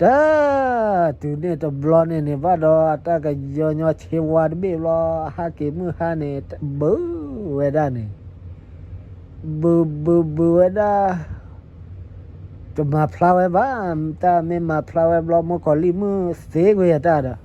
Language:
S'gaw Karen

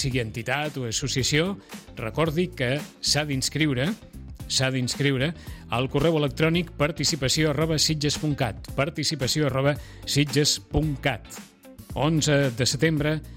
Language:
Catalan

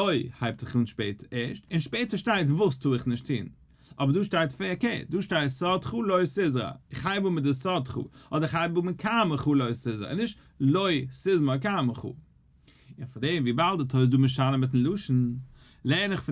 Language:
Yiddish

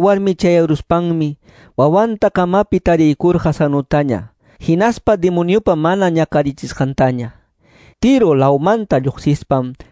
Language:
Quechua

